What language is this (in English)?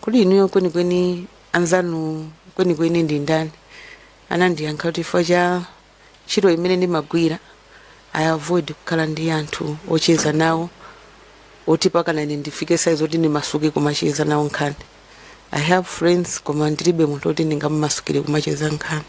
Nyanja